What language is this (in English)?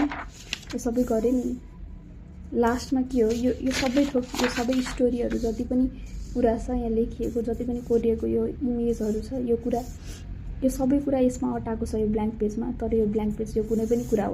Nepali